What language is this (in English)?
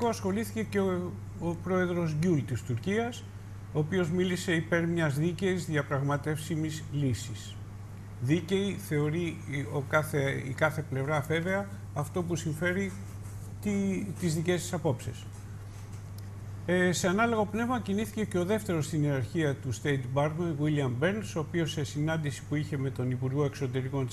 Greek